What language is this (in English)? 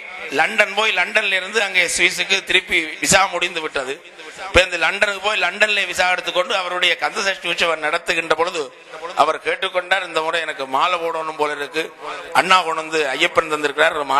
Tamil